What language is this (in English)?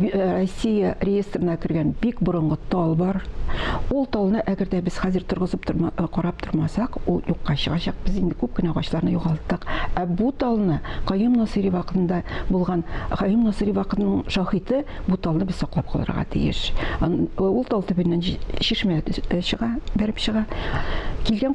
Tatar